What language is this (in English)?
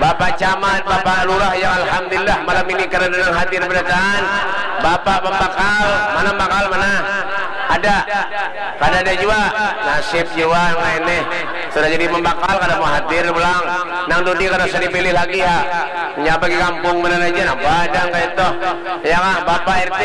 Banjar